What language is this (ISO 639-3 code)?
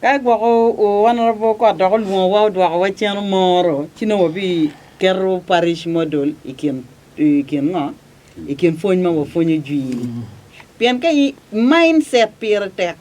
ach